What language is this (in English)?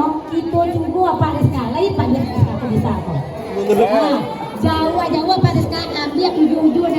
Minangkabau